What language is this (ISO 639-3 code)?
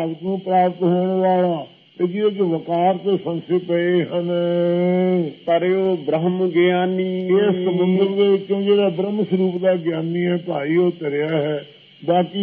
pan